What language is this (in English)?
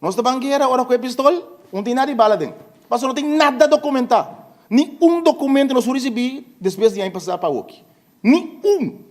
Papiamento